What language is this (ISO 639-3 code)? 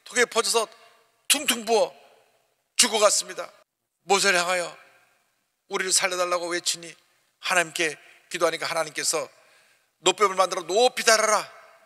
kor